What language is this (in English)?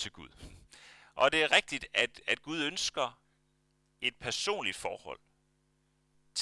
Danish